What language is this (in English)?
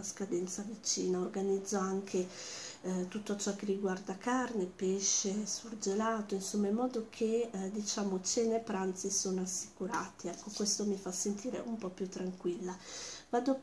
Italian